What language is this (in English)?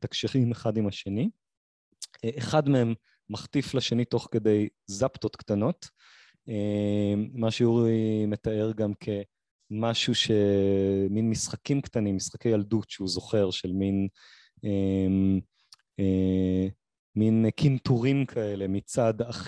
Hebrew